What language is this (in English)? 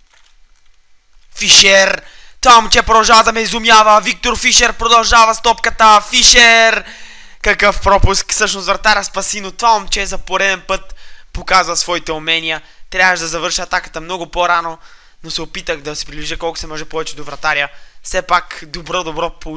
Bulgarian